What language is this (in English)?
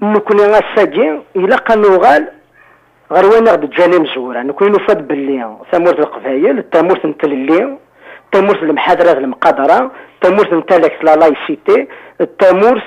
Kabyle